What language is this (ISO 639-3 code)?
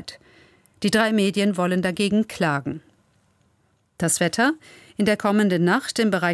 deu